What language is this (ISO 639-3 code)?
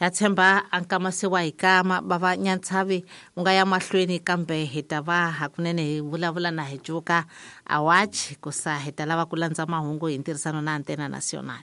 tso